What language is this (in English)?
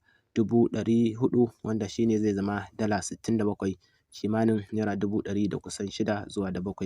Hausa